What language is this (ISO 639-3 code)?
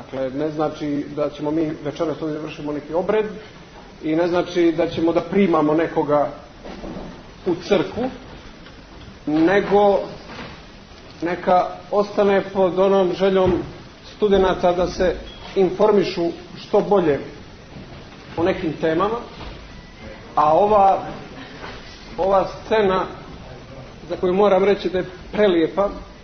srp